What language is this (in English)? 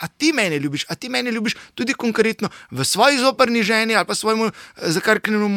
Slovenian